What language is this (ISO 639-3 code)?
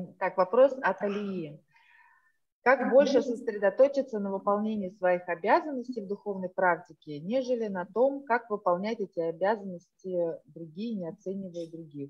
rus